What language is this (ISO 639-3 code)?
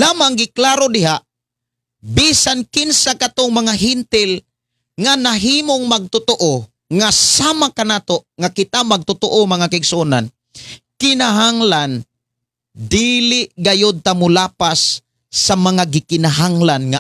ceb